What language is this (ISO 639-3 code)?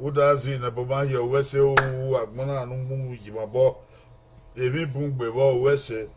bin